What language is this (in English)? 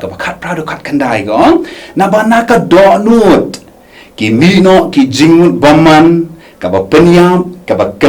Khasi